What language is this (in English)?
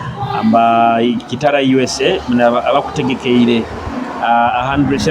Nyoro